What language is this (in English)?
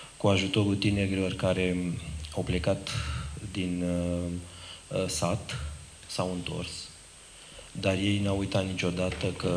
Romanian